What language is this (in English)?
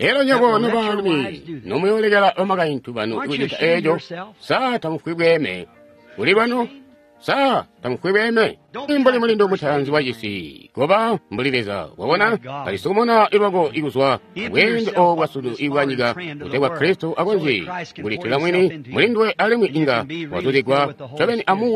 Tonga (Zambia)